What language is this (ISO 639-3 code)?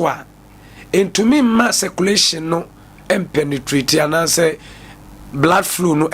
aka